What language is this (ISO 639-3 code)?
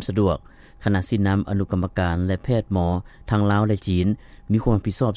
lao